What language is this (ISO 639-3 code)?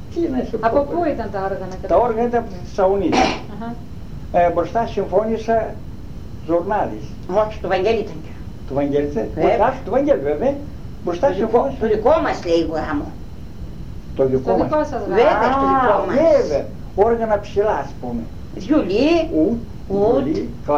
ell